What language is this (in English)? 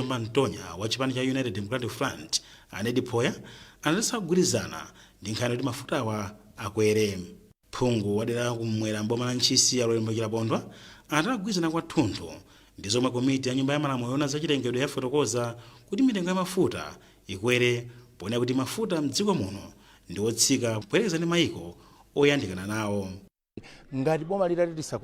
Nyanja